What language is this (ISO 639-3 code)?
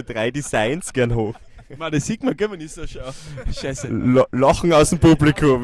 bar